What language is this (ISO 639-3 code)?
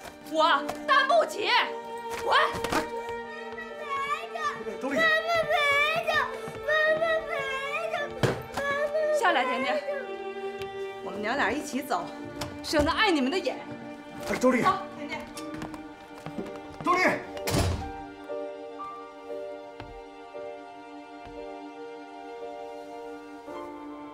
zho